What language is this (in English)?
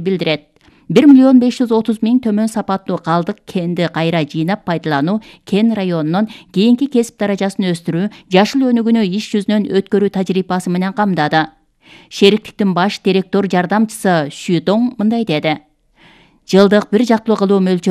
Kyrgyz